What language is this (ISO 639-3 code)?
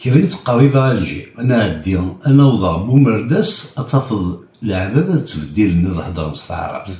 kab